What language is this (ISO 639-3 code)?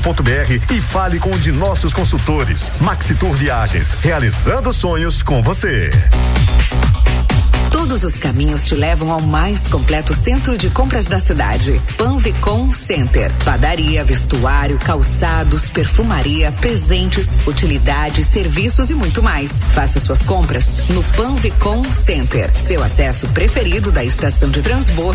por